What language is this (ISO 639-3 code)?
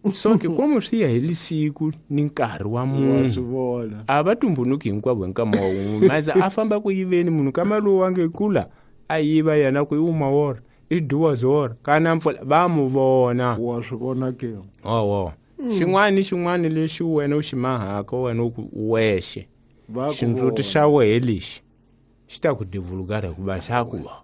tso